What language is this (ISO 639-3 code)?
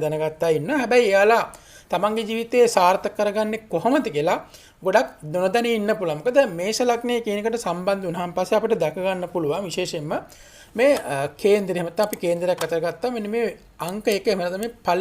sin